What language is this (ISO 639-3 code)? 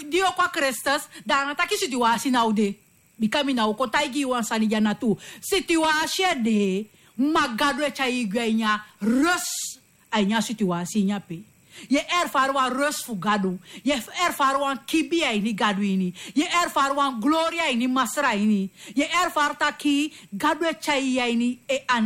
srn